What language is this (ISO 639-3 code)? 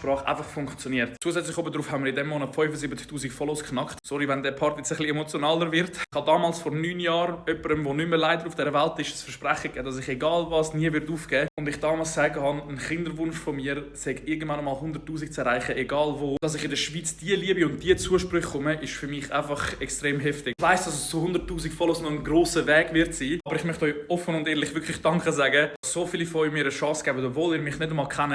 gsw